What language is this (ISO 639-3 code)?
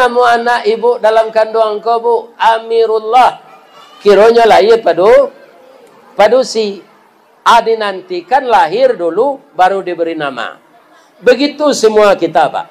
min